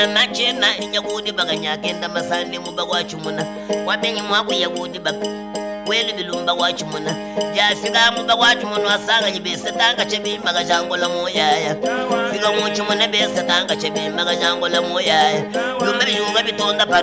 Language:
Luba-Lulua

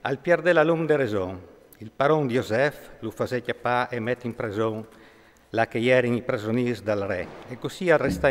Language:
Friulian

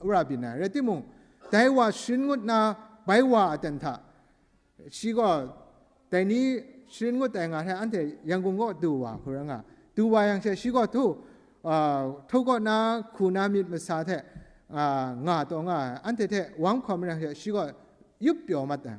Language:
Kachin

